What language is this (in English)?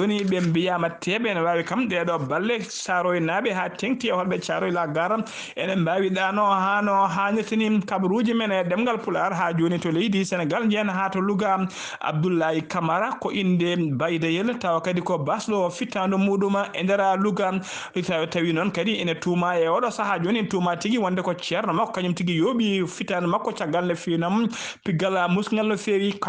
Fula